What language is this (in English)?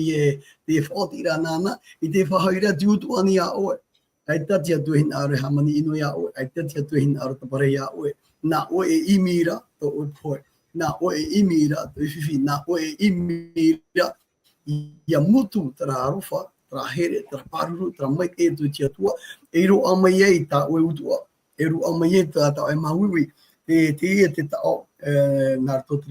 Tahitian